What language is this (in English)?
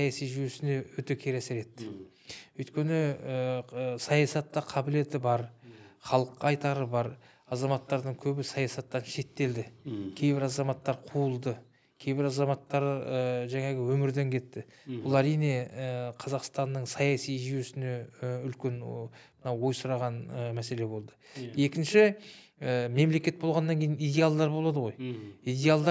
Kazakh